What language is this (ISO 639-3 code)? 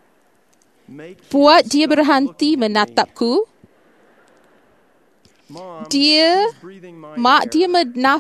msa